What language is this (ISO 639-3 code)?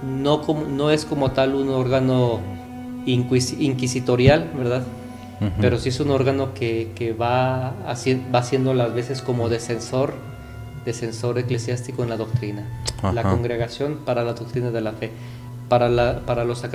spa